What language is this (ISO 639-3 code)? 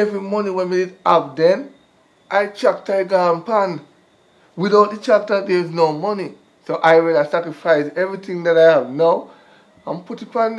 jam